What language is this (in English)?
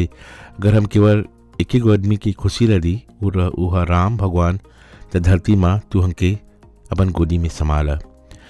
Bhojpuri